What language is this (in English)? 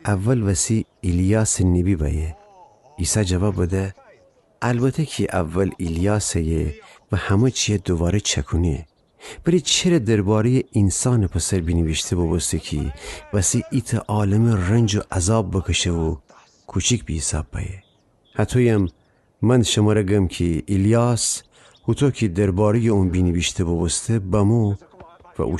Gilaki